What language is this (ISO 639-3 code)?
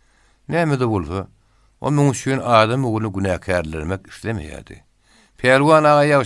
tuk